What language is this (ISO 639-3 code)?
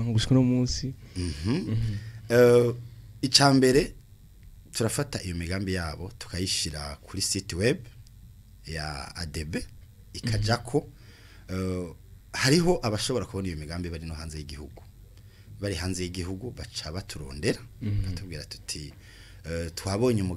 run